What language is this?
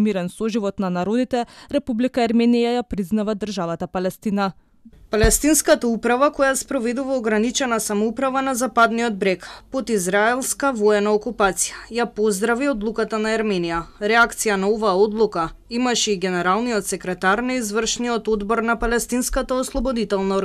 Macedonian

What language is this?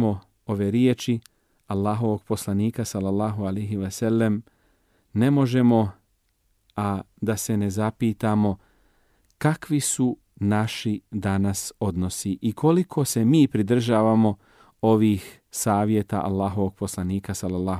Bosnian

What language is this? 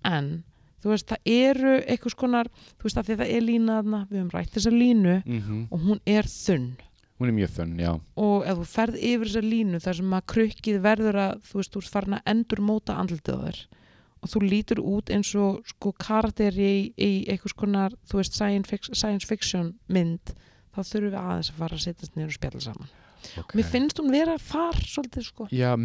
Icelandic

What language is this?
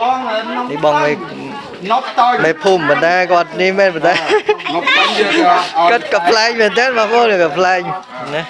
Khmer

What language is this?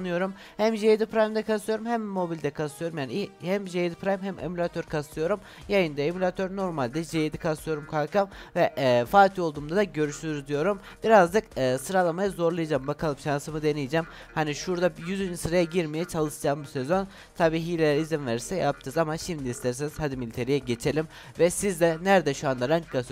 Turkish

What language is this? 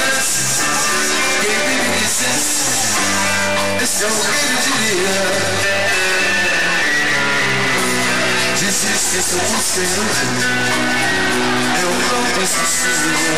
Portuguese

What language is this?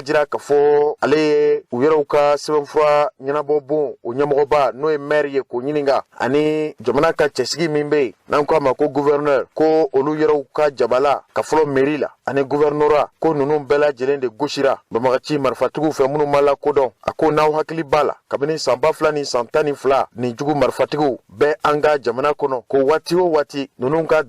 Bambara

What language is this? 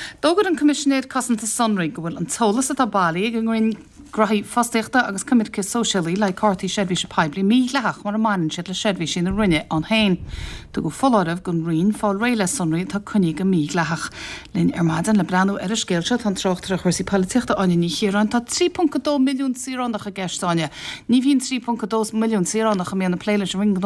Irish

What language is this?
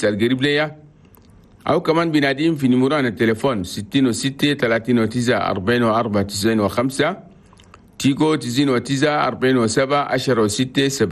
Chadian Arabic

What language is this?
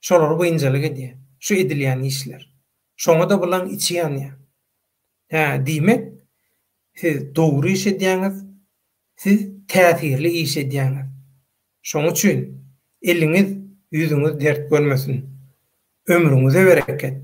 Turkmen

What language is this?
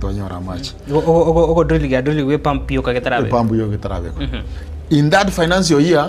Gusii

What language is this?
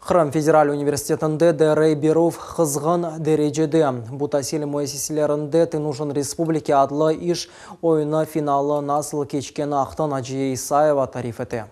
Crimean Tatar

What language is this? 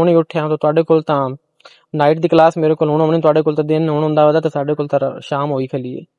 Western Panjabi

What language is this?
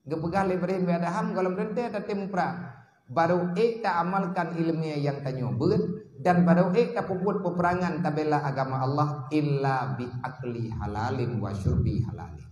Achinese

